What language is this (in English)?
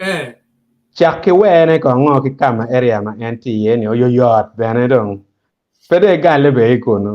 Acoli